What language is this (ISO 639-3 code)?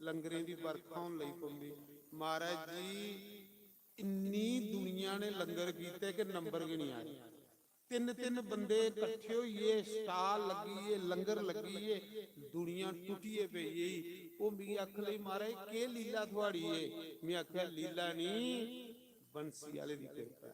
doi